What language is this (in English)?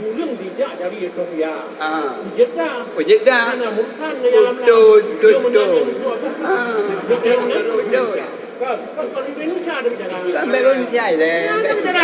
Achinese